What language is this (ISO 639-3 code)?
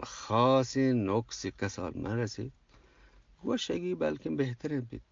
bgp